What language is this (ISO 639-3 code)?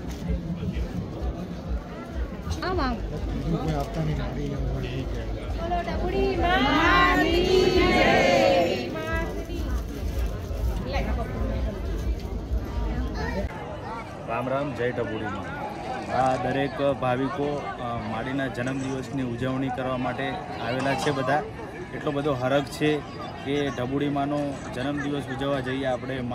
guj